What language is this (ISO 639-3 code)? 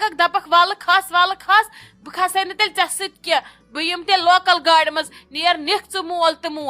kas